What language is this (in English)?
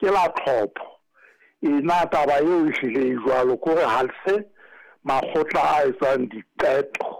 Southern Sotho